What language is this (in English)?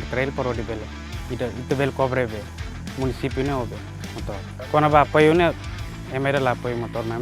Tetum